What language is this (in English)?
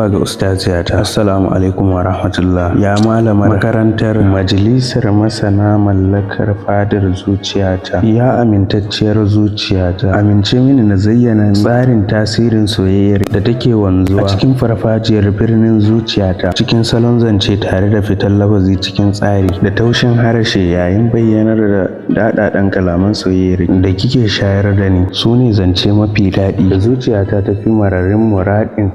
Hausa